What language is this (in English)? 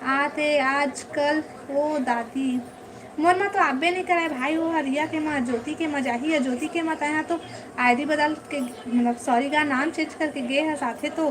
Chhattisgarhi